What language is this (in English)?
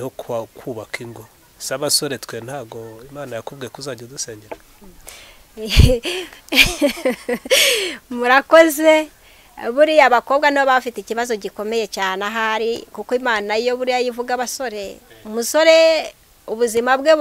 Kinyarwanda